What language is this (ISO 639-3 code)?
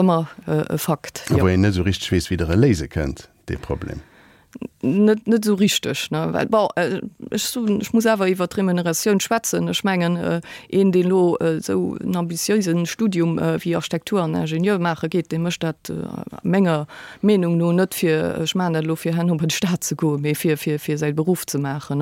ltz